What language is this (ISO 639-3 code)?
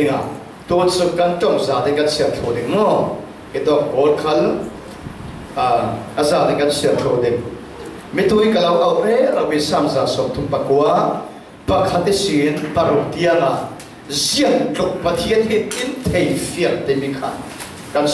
cfm